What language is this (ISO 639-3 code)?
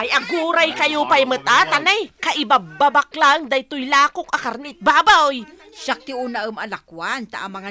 ilo